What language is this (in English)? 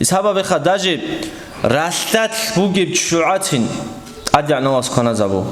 Avaric